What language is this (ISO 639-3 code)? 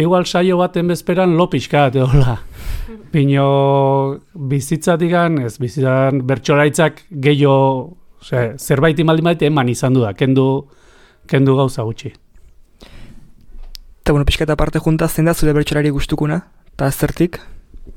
eus